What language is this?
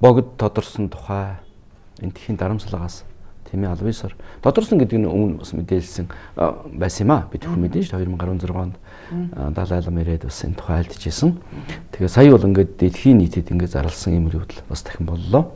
Mongolian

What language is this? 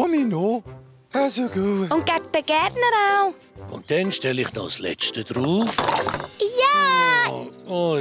Swiss German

